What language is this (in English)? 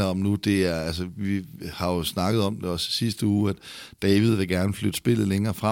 Danish